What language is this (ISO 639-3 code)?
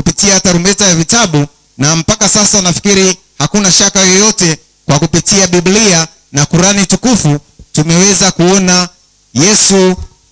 swa